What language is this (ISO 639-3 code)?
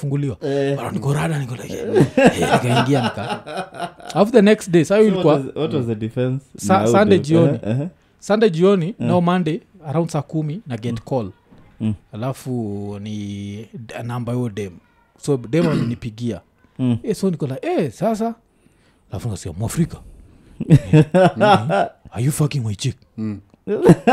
swa